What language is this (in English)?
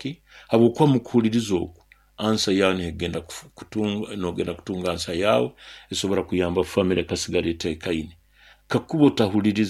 Nyoro